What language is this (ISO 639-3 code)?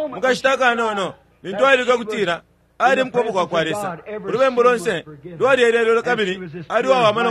bem